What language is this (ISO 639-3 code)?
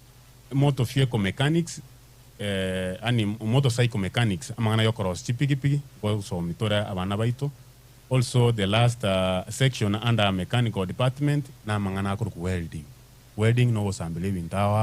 guz